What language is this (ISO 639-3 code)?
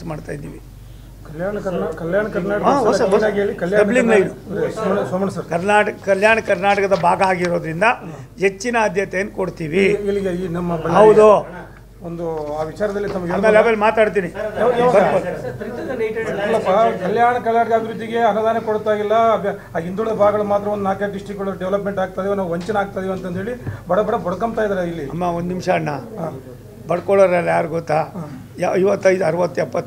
kan